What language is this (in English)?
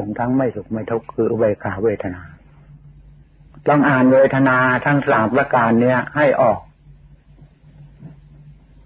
Thai